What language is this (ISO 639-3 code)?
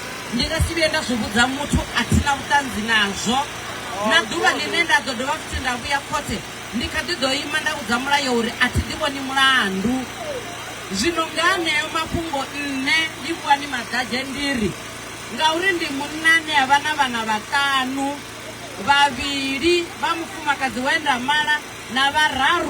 ven